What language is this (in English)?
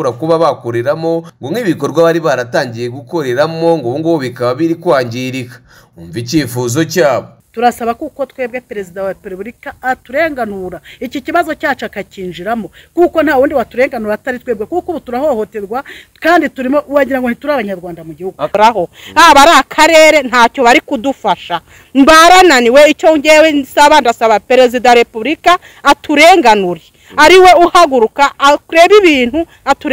Kinyarwanda